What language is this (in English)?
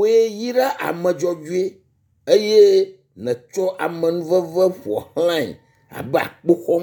Ewe